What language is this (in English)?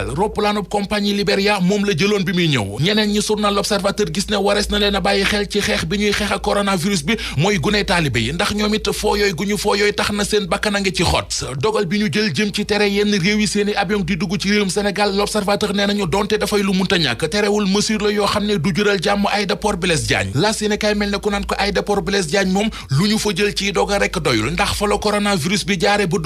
Wolof